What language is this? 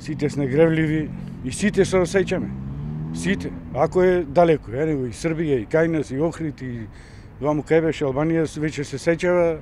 Macedonian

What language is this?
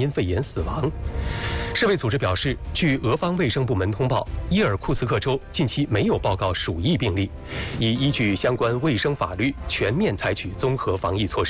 Chinese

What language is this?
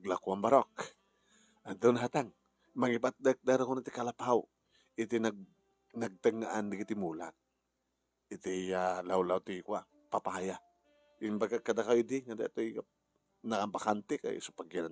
Iloko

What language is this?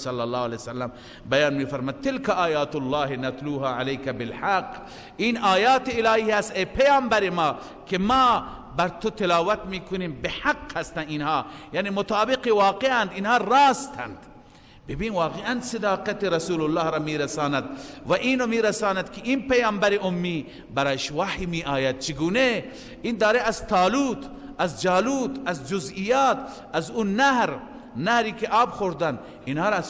Persian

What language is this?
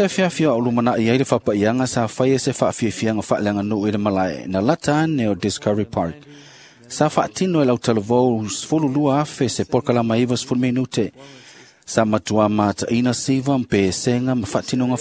Samoan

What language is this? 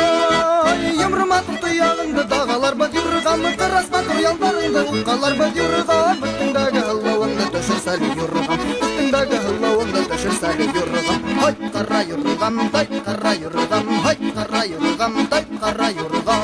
Bashkir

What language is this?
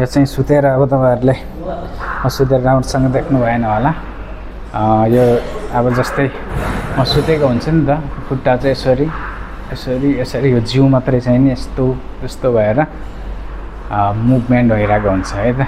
Nepali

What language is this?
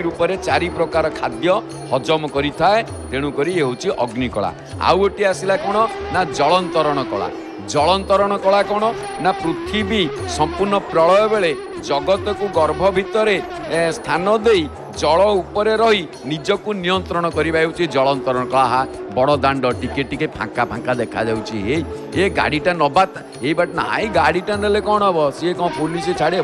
Odia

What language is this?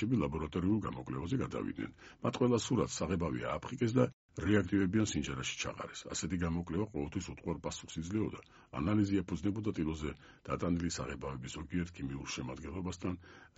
Georgian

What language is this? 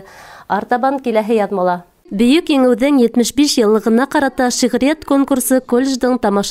Bashkir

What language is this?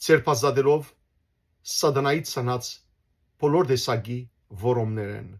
Western Armenian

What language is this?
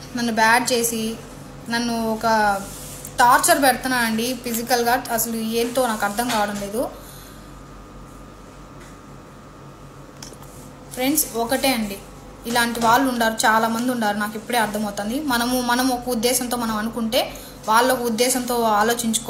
Telugu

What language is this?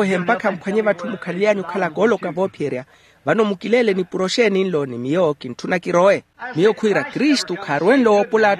Makhuwa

